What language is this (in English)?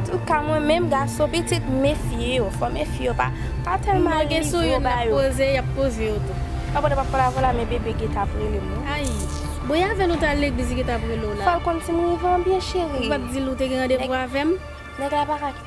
Haitian Creole